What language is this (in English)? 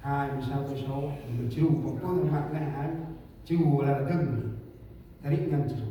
Central Mnong